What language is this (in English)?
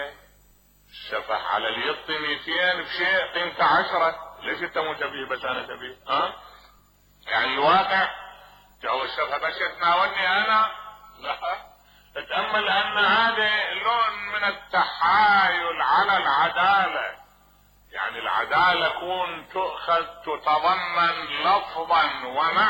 Mesopotamian Arabic